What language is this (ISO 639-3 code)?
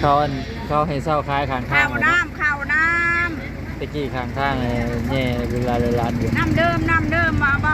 tts